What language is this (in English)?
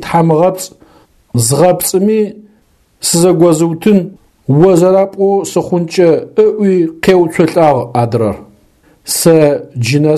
Adyghe